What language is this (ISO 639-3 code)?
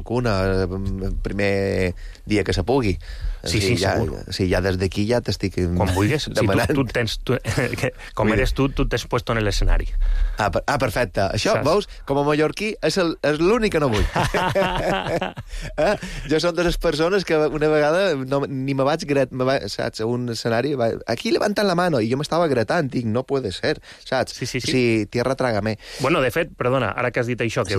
cat